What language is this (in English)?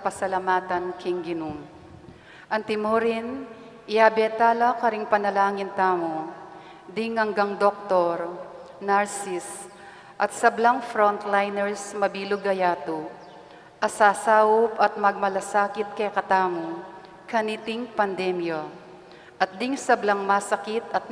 Pampanga